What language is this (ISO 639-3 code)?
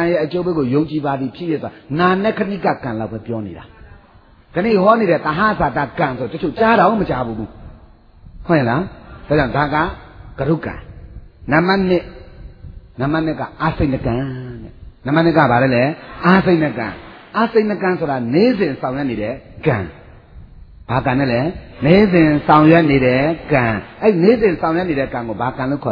mya